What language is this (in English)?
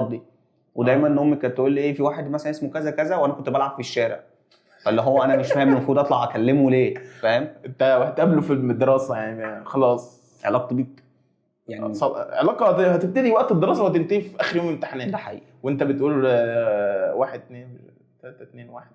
Egyptian Arabic